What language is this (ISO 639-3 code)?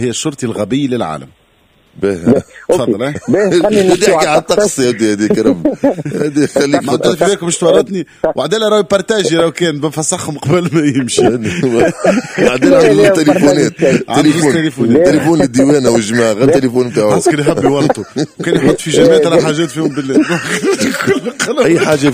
aeb